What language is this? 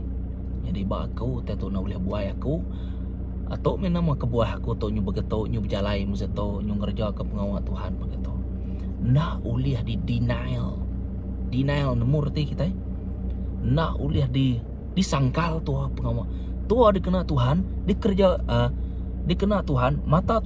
Iban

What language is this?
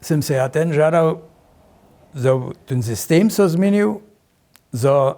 Upper Sorbian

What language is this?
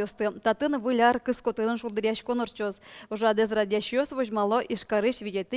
Udmurt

